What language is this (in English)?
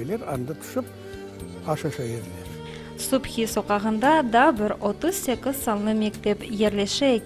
Crimean Tatar